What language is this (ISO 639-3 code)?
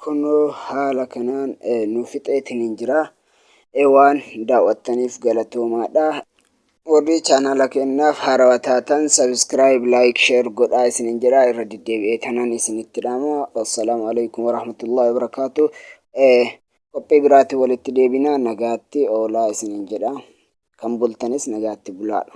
orm